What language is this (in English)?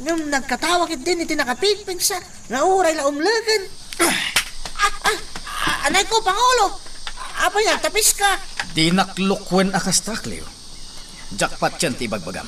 Iloko